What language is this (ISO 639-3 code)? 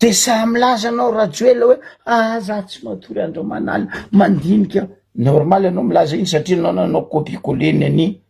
mlg